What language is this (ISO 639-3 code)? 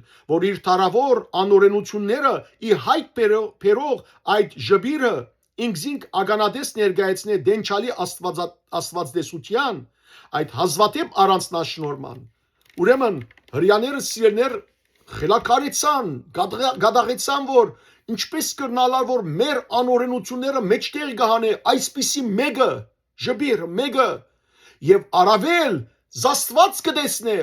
hyw